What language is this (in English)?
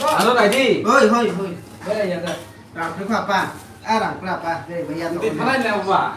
Riang (India)